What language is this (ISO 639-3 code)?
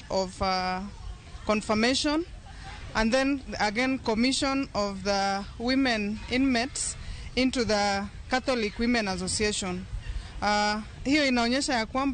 luo